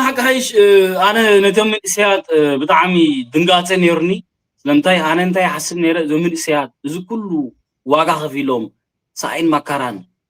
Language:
Tigrinya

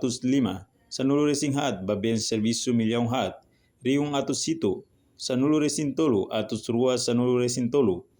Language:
Tetum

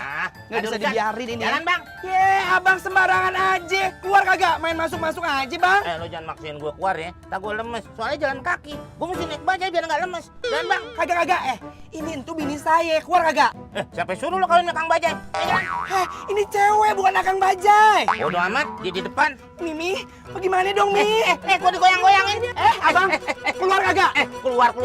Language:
Betawi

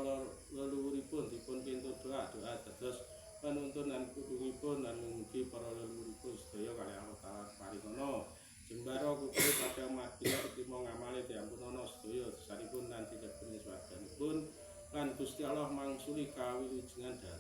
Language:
Javanese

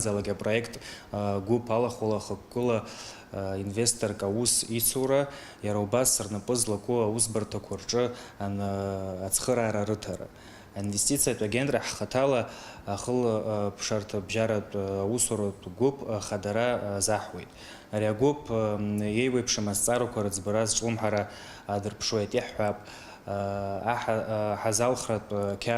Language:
Abkhazian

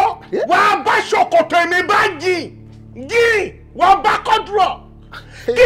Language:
Yoruba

